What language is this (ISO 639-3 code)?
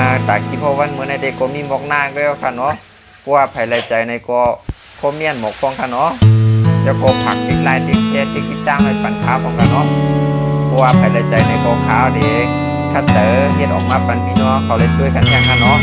shn